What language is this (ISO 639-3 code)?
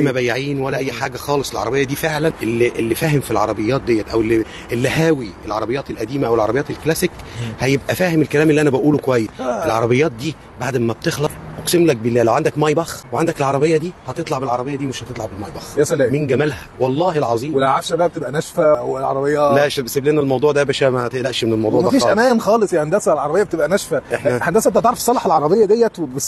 arz